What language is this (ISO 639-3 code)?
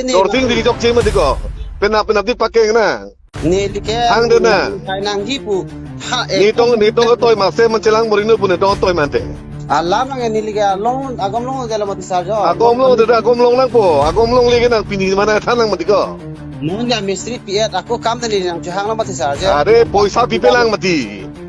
mjw